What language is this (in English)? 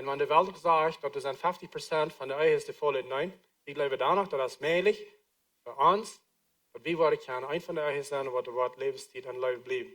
Plautdietsch